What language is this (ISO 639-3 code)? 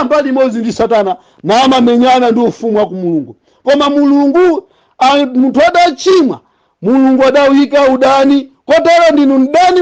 nya